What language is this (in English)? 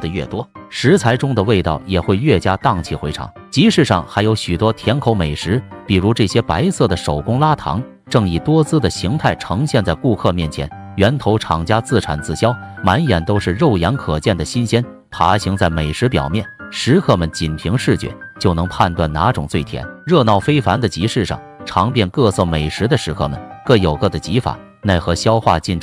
Chinese